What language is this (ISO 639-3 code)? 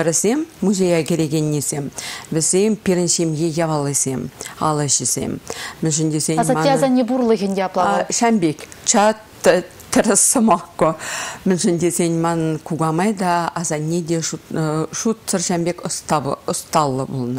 chv